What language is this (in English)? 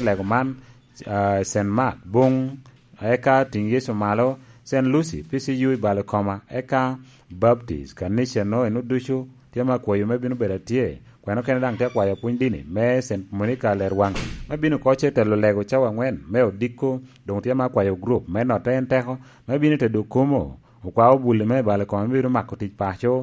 Lango (Uganda)